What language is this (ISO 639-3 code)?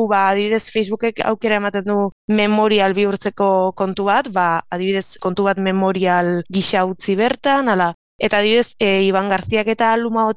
eus